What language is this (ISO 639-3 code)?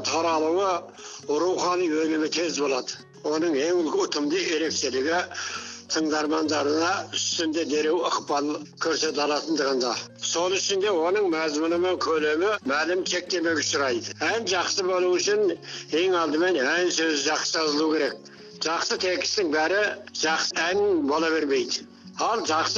kaz